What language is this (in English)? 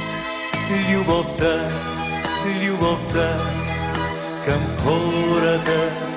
Bulgarian